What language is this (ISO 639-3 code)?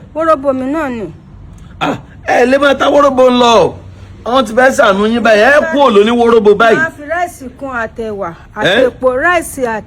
yor